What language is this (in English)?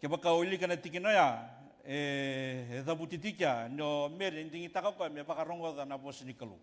Fijian